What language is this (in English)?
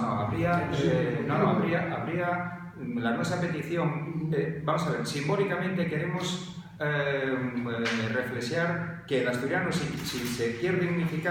Asturian